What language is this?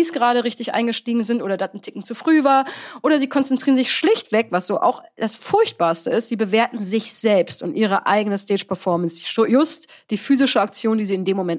German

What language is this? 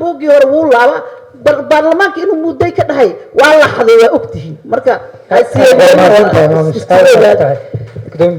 Somali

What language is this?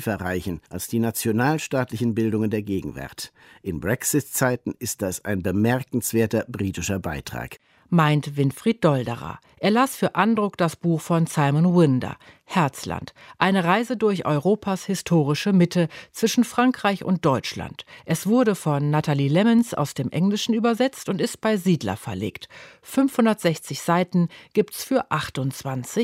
German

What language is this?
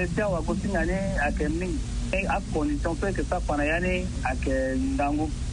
Sango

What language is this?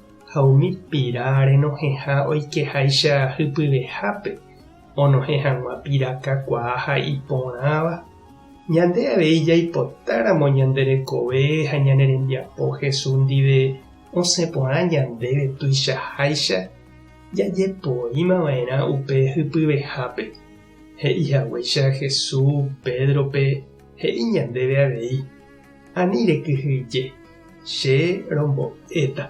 Guarani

